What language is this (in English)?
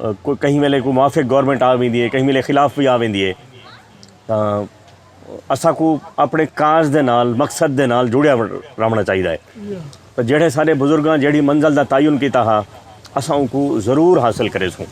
Saraiki